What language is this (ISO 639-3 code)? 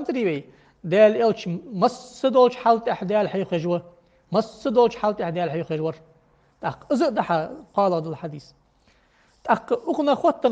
inh